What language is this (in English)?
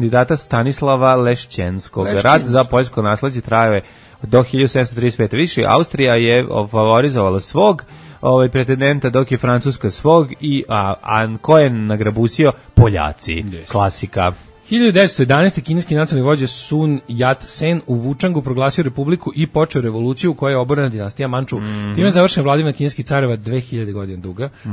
Serbian